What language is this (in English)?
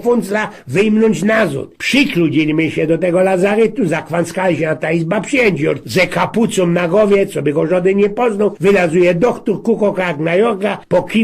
Silesian